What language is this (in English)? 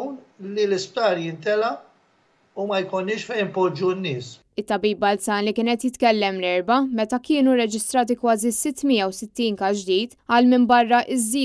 Maltese